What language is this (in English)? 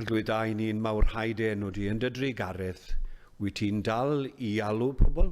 Welsh